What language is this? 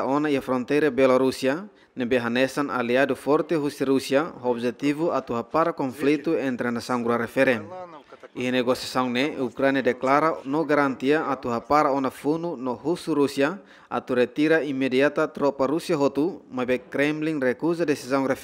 Tetum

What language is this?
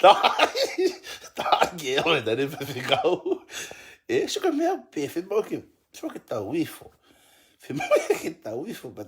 Tongan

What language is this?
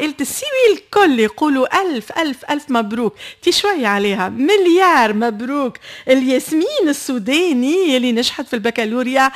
Tunisian Arabic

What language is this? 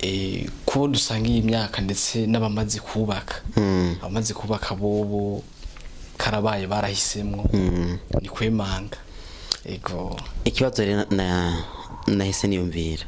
Rundi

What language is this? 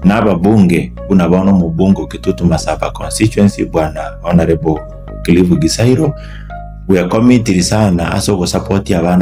Gusii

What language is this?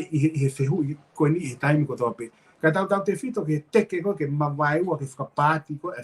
Tongan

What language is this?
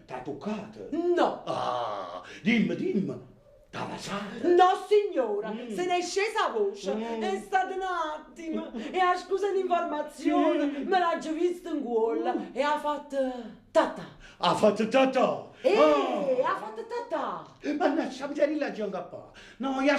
Neapolitan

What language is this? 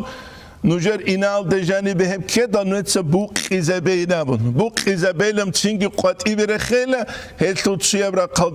Avaric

